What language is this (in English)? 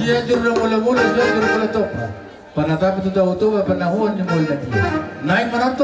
Batak Toba